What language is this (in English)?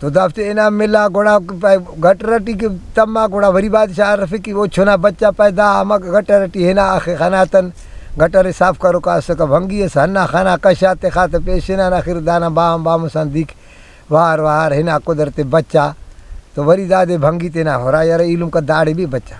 Brahui